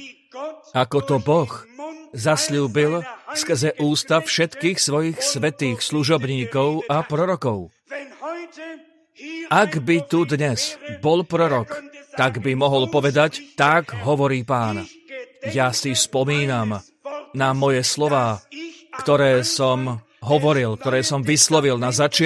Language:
Slovak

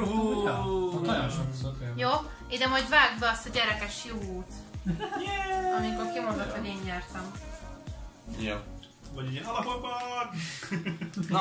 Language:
Hungarian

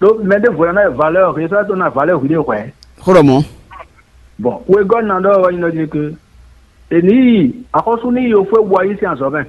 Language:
Fon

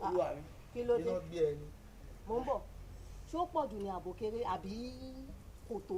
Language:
Yoruba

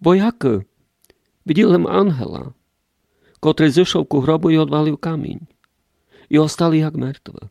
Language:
Rusyn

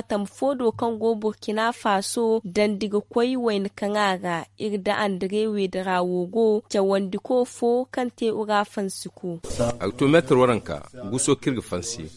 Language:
Zarma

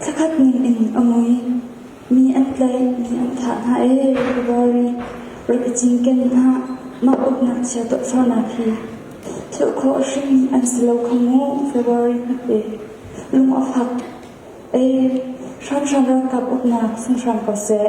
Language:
Hakha Chin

